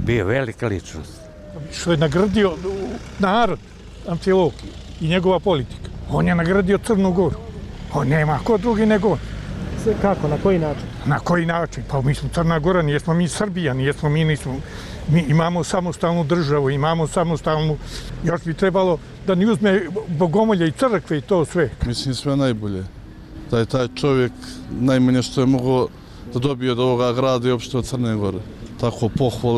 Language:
Serbian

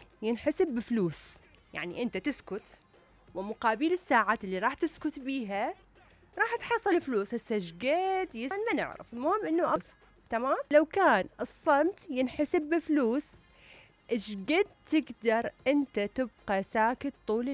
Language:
Mesopotamian Arabic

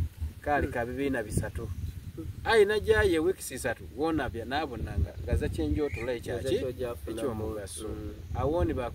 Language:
Soga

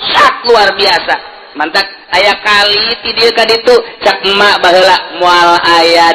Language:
Sundanese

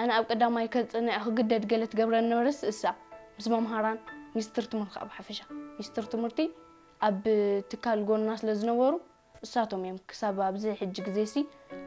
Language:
Tigrinya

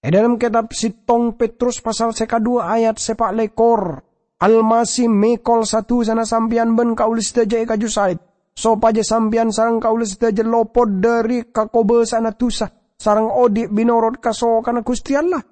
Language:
Madurese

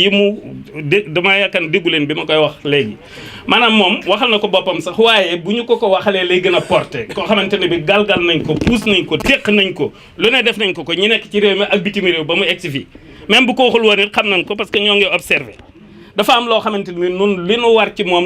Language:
Wolof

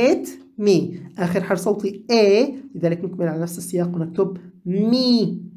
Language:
Arabic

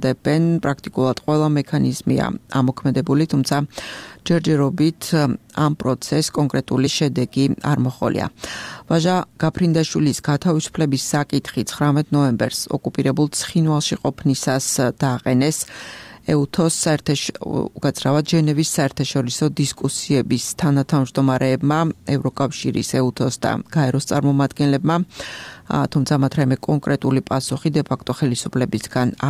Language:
Georgian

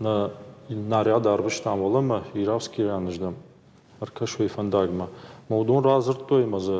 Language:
Ossetic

